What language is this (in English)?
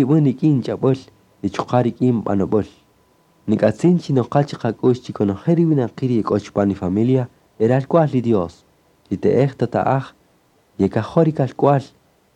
Kaqchikel